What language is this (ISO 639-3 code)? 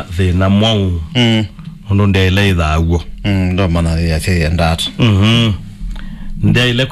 kam